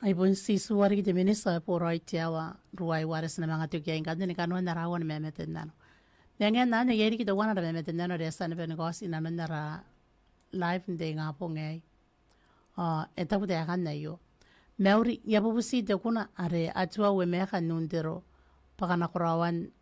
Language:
Gilbertese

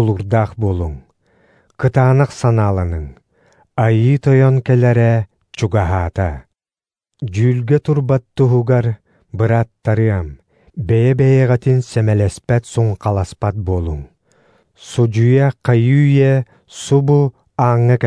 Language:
Yakut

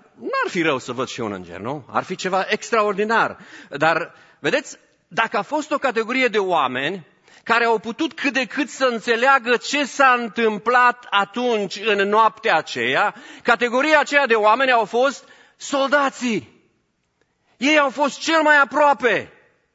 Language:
Romanian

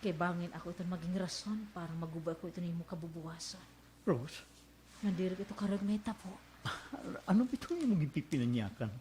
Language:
Waray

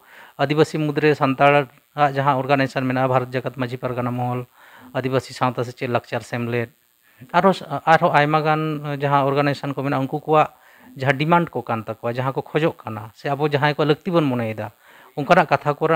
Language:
Santali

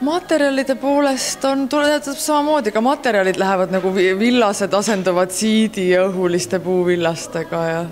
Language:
Estonian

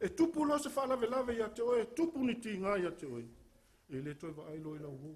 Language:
Samoan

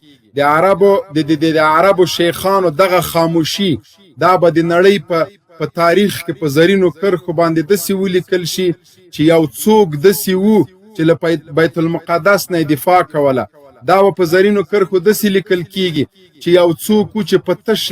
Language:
Pashto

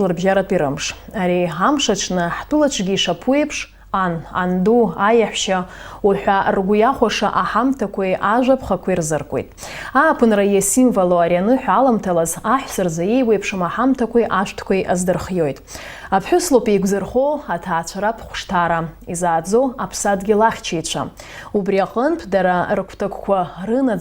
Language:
Abkhazian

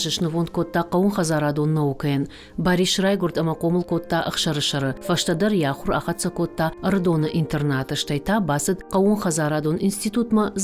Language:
Ossetic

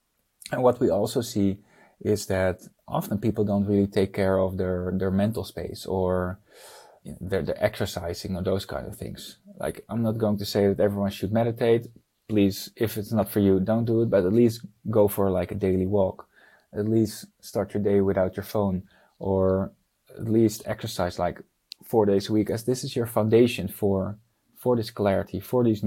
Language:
English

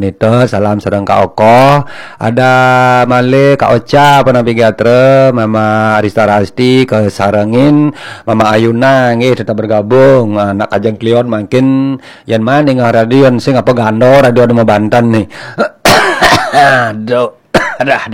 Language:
Balinese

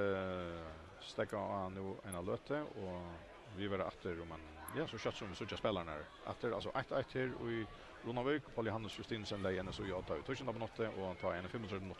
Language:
Faroese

